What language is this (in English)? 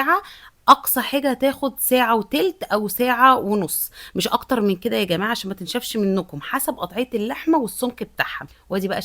Egyptian Arabic